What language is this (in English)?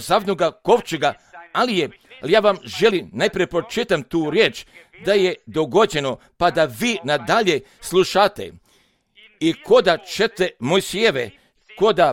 Croatian